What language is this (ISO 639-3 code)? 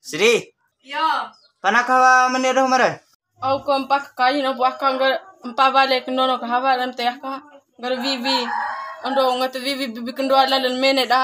bhp